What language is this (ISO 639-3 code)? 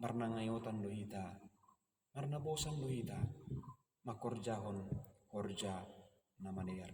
bts